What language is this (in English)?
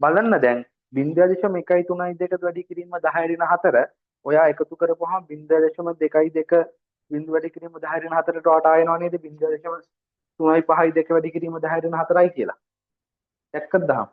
Sinhala